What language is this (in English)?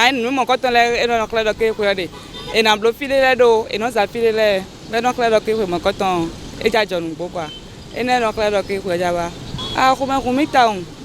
Fon